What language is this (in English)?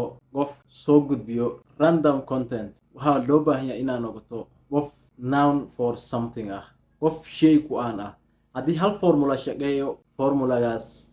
Somali